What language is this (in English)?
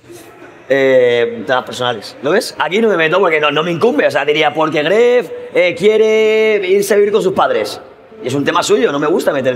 Spanish